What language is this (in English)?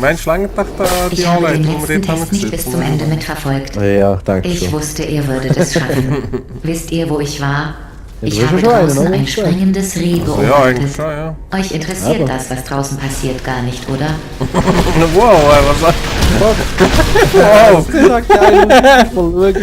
Swiss German